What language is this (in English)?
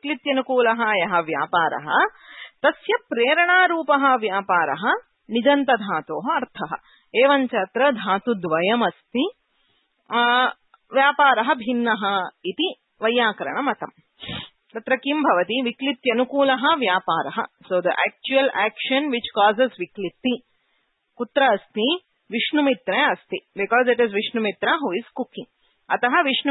Sanskrit